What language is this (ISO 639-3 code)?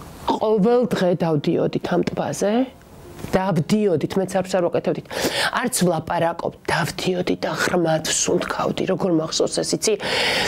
kat